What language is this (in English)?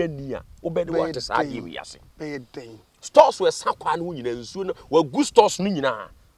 Akan